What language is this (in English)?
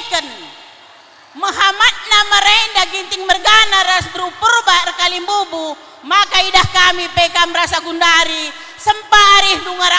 Batak Karo